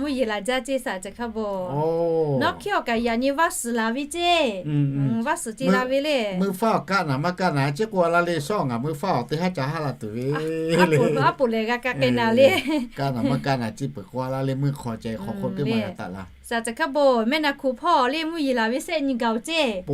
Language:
Lahu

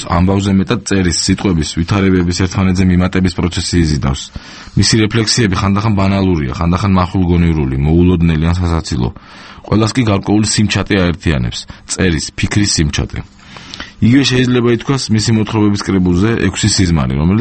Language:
Georgian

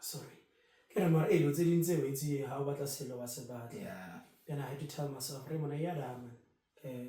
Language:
Tswana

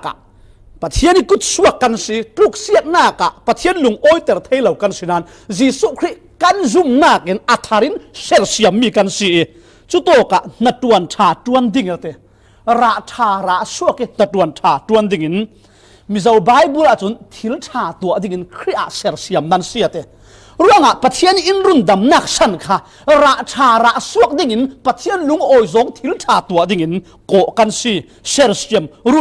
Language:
Falam Chin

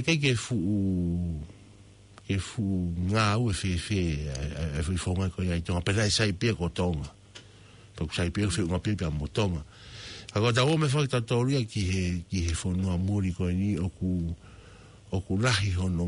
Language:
Tongan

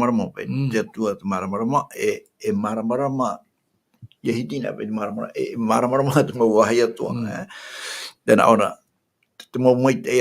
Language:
Tahitian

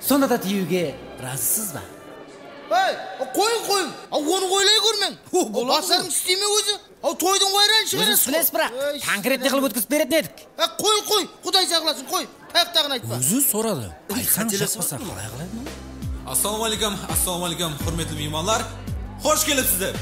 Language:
Kara-Kalpak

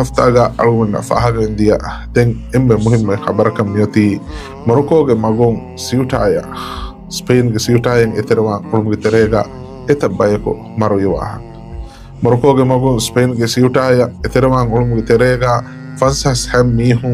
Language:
Divehi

